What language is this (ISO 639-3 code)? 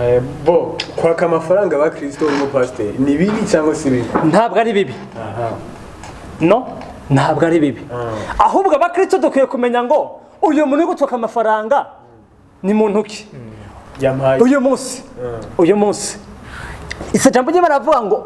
kin